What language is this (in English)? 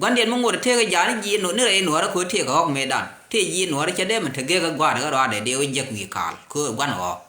Nuer